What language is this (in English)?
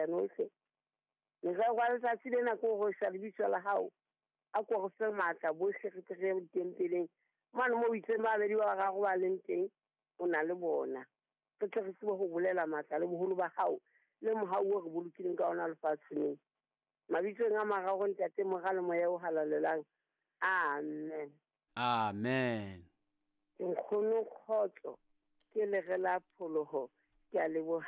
Southern Sotho